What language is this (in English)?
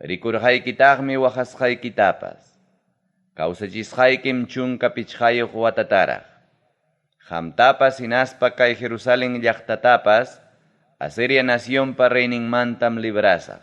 Ayacucho Quechua